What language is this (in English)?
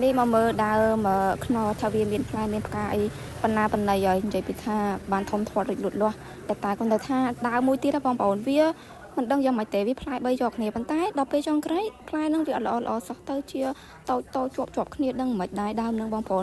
Khmer